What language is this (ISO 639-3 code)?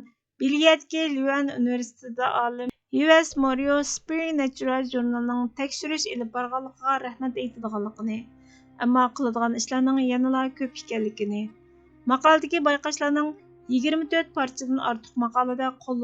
uig